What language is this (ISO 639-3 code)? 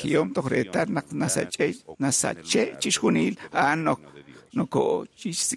kek